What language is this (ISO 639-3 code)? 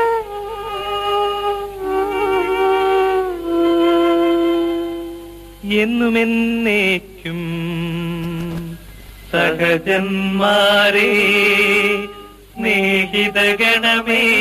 mal